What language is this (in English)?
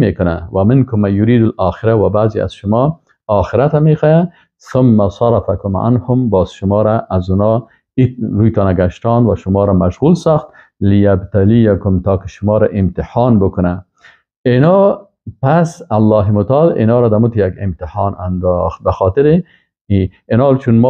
Persian